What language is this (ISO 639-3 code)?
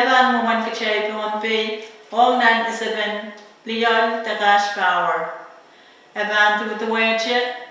pon